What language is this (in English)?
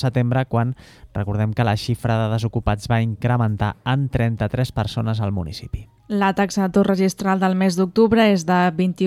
Catalan